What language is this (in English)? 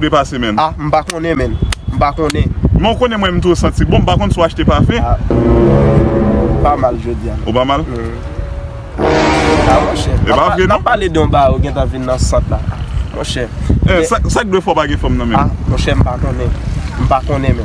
Haitian Creole